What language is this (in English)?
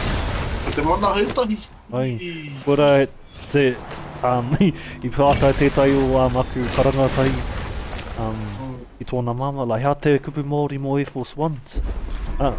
Māori